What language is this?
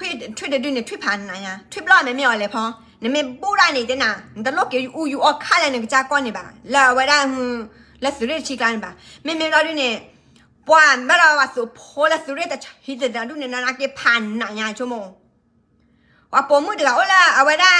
S'gaw Karen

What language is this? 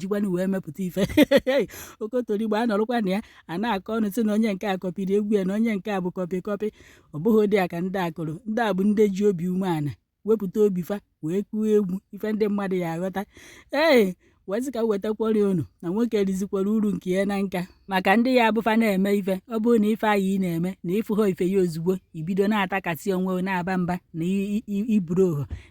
Igbo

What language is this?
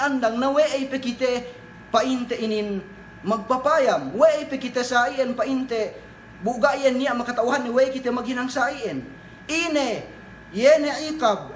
Yakan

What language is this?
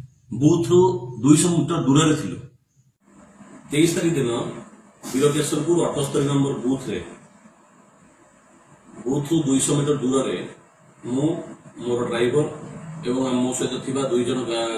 Odia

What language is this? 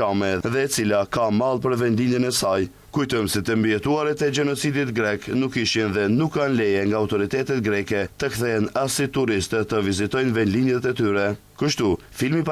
Albanian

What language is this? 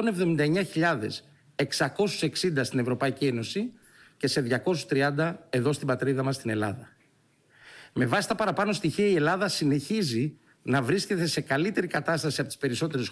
Greek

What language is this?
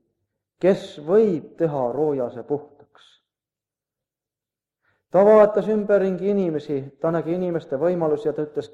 Estonian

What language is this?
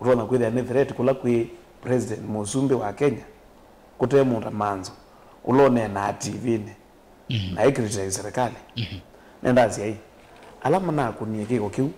Kamba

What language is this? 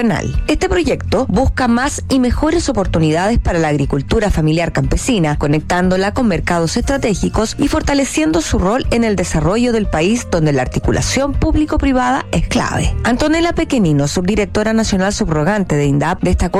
Spanish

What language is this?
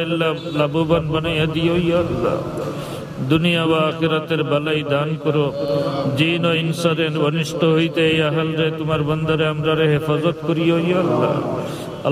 Sylheti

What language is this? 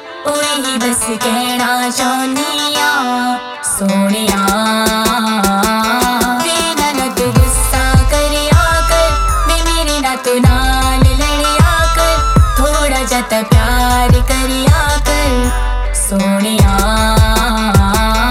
Punjabi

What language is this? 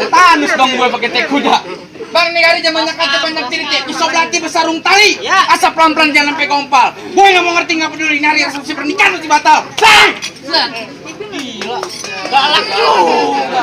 Betawi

